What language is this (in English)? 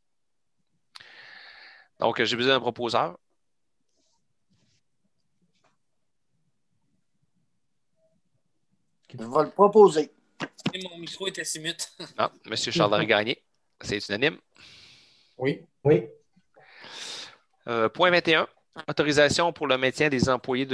French